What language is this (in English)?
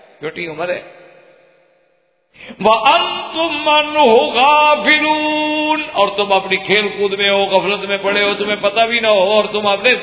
Urdu